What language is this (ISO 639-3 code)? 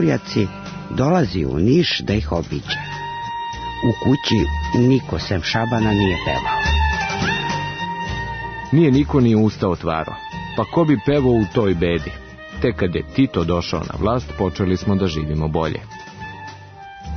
srp